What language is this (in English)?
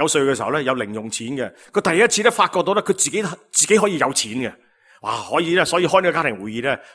Cantonese